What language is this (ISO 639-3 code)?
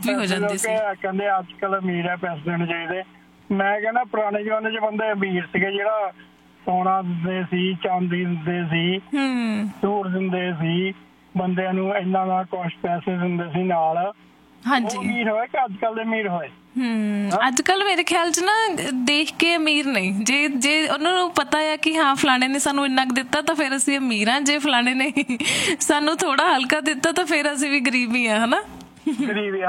pan